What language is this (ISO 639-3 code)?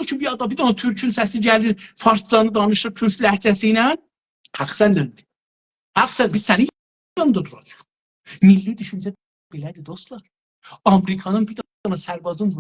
azb